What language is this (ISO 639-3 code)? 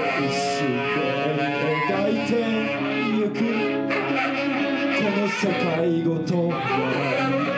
jpn